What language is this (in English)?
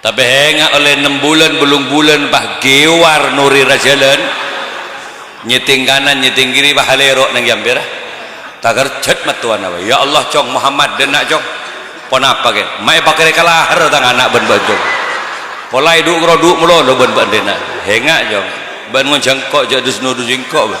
Madurese